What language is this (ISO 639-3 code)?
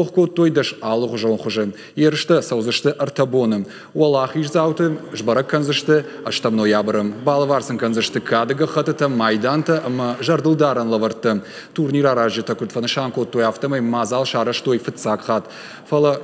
oss